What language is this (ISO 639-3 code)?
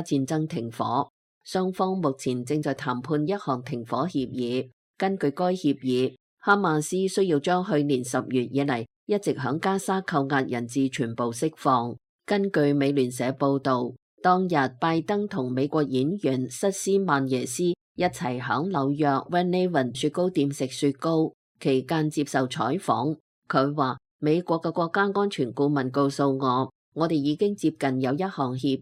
yue